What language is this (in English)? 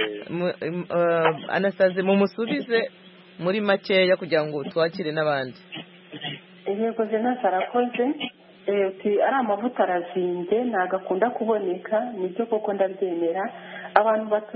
Kinyarwanda